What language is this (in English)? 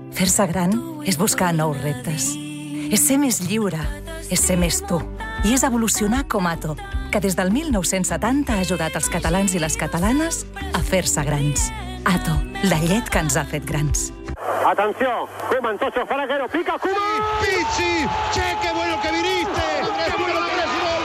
Catalan